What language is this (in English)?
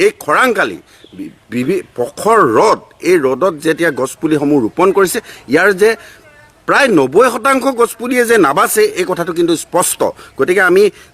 Assamese